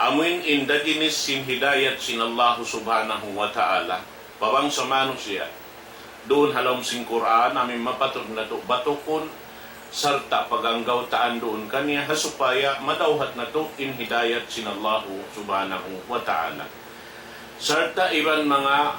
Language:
Tausug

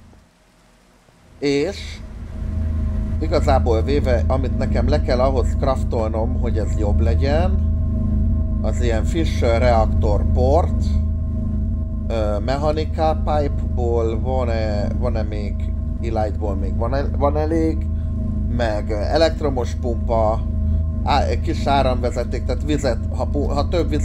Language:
Hungarian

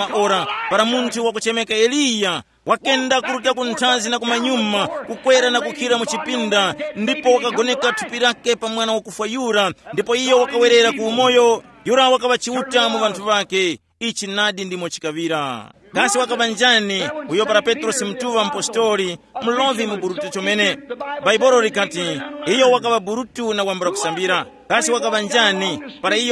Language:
Tumbuka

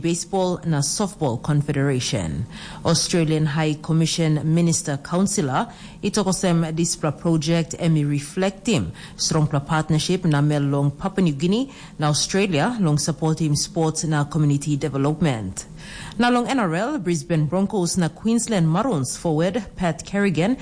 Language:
Tok Pisin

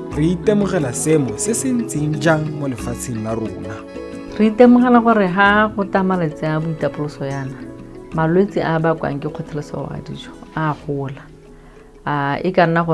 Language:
Tswana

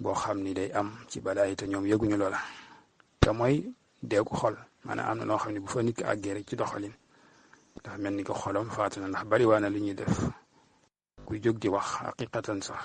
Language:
Wolof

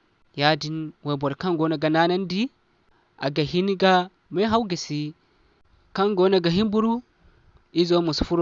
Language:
Zarma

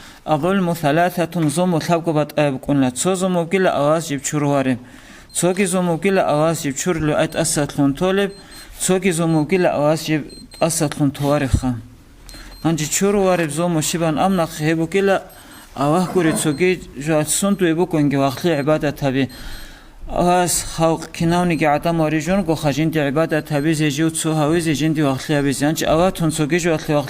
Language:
Avaric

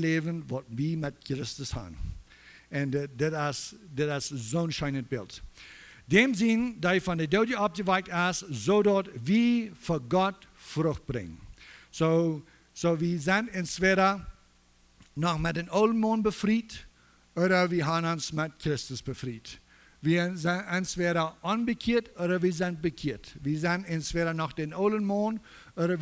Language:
Plautdietsch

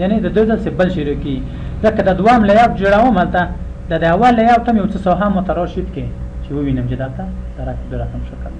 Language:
Pashto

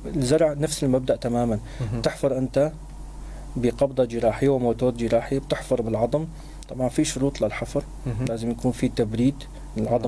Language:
North Levantine Arabic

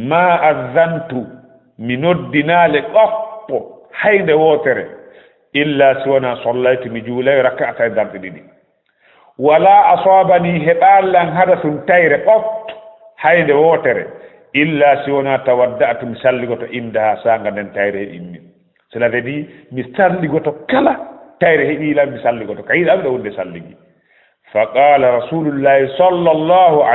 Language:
Fula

